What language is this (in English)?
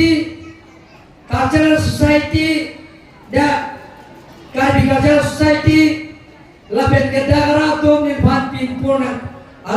Karbi